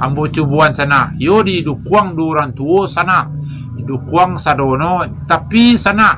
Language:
Minangkabau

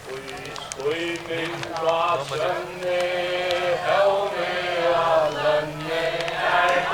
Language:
Faroese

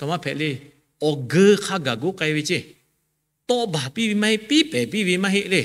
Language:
Lahu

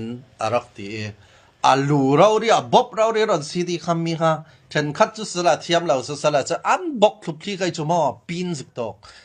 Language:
Falam Chin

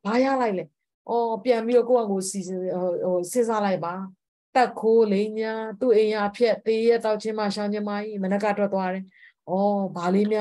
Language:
Burmese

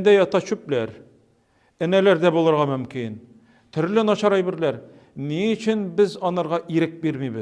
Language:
Tatar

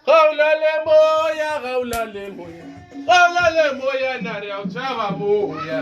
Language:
Northern Sotho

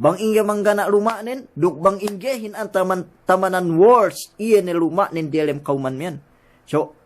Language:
Yakan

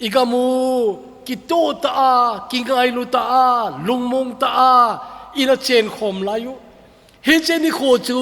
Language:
Thado Chin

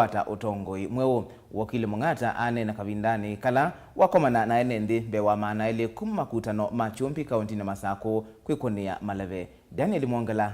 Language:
Kamba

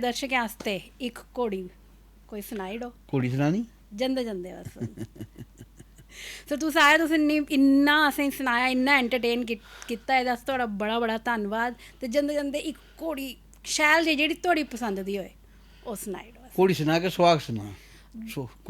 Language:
Dogri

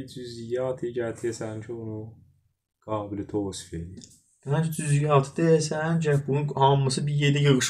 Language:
South Azerbaijani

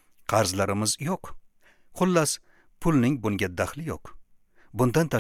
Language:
Uzbek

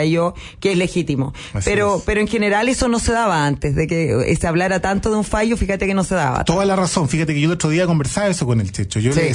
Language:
Spanish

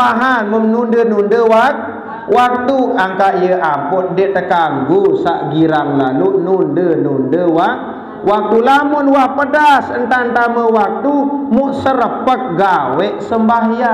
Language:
Sasak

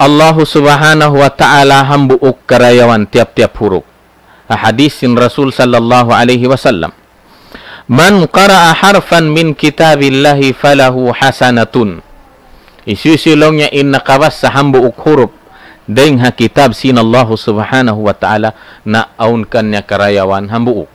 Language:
Tausug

